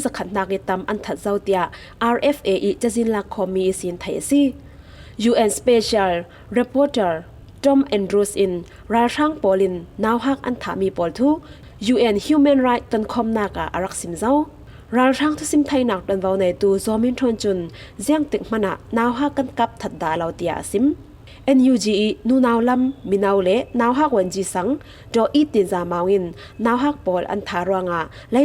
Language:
Falam Chin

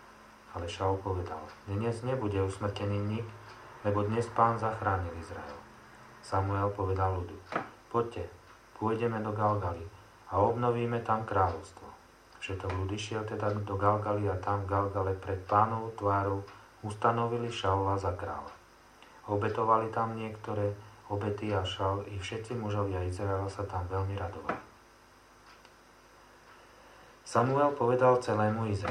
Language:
Slovak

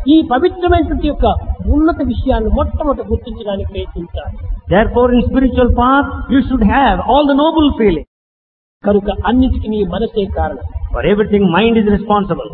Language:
Telugu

